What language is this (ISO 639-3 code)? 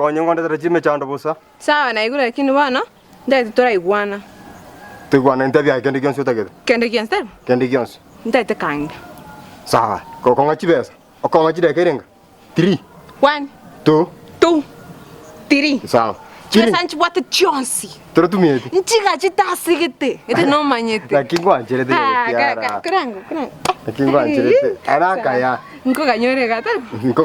guz